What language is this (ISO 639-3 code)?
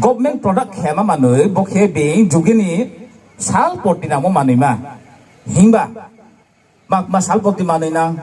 ria